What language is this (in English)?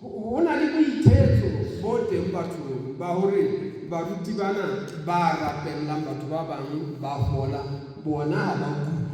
Southern Sotho